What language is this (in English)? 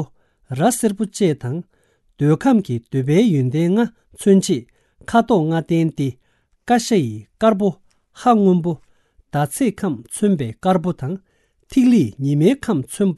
Tibetan